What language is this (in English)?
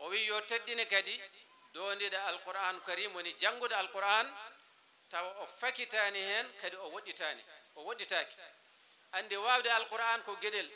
Fula